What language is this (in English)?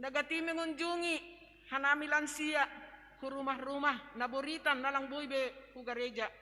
Batak Simalungun